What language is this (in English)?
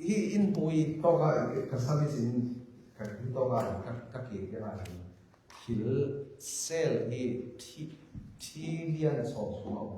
Falam Chin